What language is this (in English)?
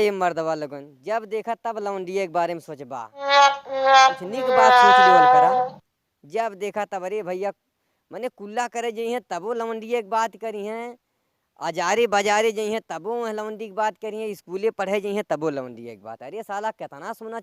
Bhojpuri